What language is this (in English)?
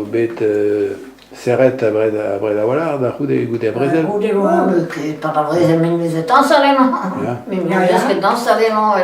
Breton